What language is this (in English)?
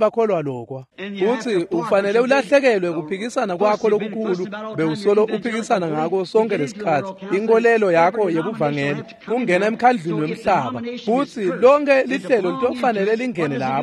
Swati